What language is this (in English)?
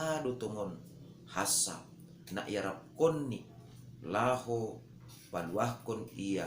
Batak Simalungun